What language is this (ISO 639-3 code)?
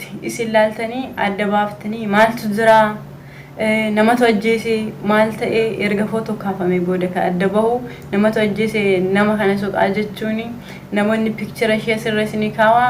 orm